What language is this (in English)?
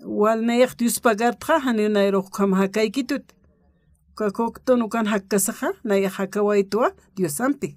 Aymara